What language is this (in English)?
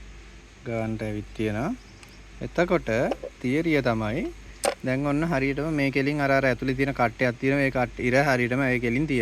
Sinhala